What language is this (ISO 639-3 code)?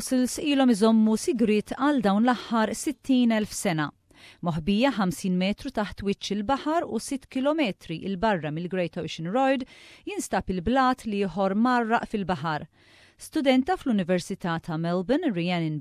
mlt